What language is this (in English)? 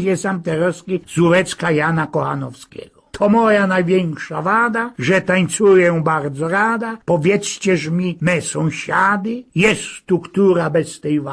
Silesian